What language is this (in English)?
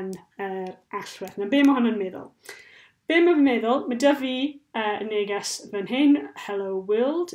Welsh